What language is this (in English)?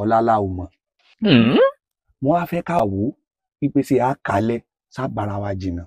Yoruba